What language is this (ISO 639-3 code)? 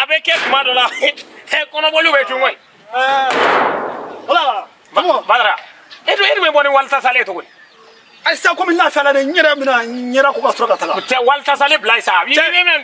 bam